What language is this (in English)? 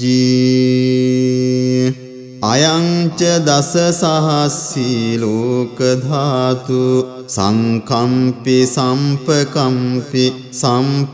Pali